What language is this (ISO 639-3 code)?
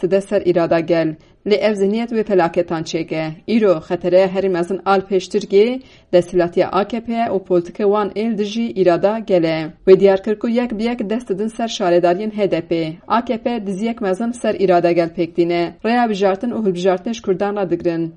kur